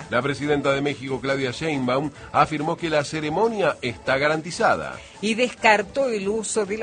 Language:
Spanish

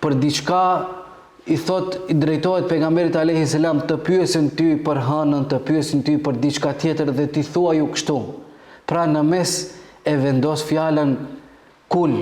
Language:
Albanian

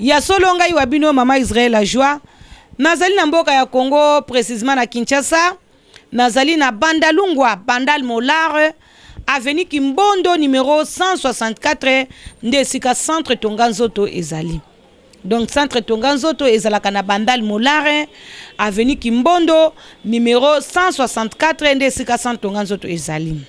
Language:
Lingala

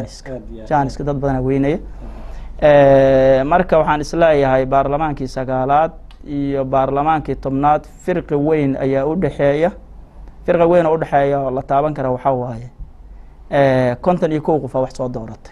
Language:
Somali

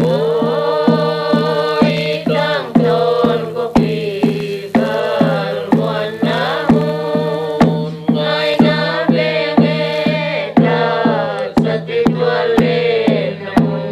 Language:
Paite Chin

